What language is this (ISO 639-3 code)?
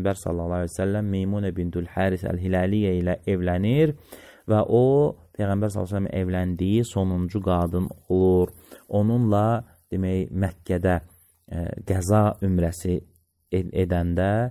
aze